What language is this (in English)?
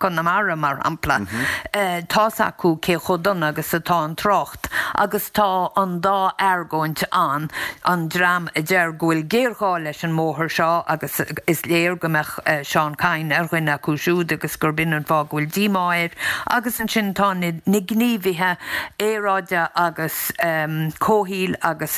Irish